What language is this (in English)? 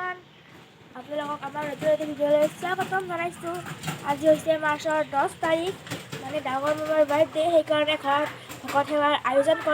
Assamese